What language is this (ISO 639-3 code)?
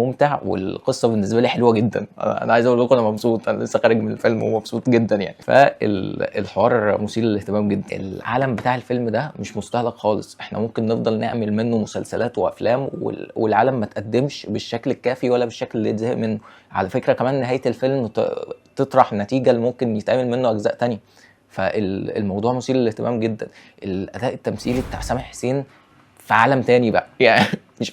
arz